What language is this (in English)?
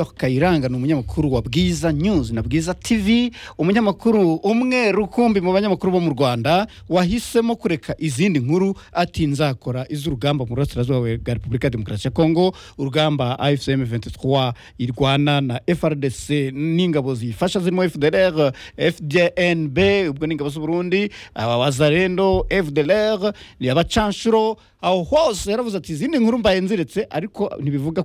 Kinyarwanda